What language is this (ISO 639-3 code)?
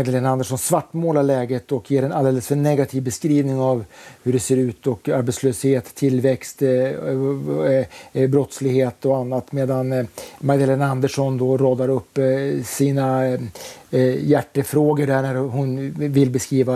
swe